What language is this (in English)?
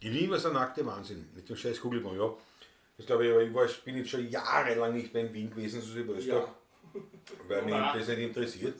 Bavarian